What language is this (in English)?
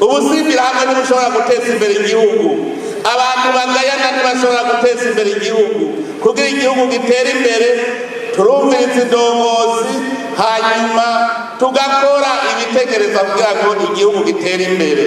Rundi